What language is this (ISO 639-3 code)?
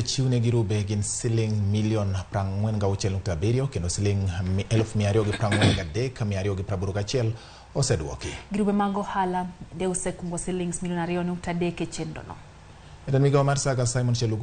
luo